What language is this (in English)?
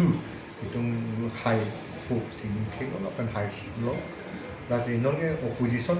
Karbi